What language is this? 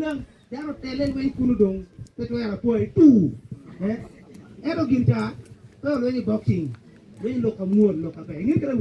Acoli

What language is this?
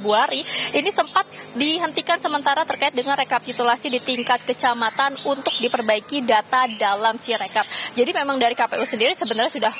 Indonesian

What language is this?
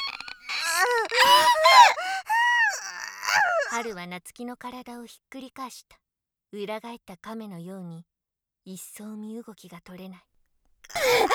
Japanese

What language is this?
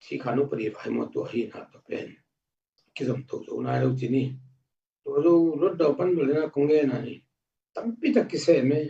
Tedim Chin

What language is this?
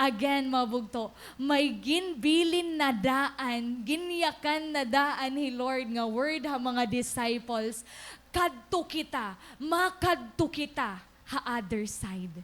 Waray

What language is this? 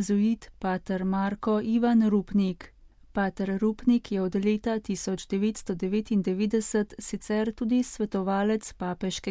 Slovenian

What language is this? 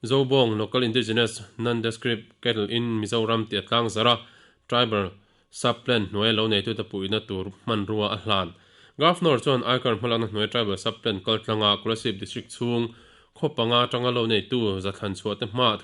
Mizo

